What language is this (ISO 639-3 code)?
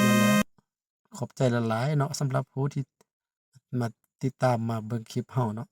lao